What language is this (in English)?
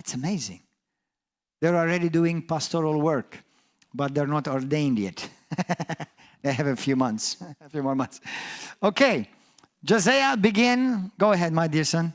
English